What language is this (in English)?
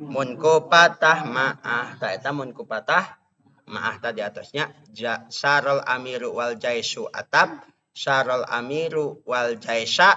Sundanese